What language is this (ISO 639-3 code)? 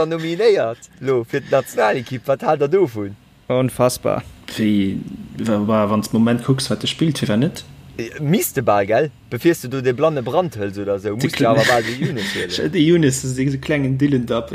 ltz